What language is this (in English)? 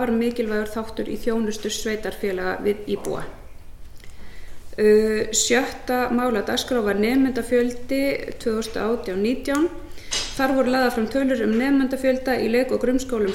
Icelandic